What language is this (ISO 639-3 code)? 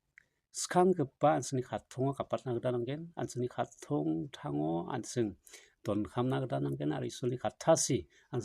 grt